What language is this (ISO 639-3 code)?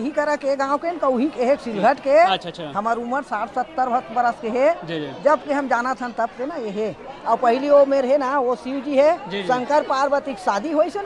hne